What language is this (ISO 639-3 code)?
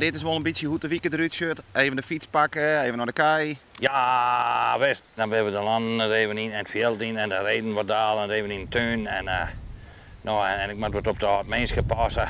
fry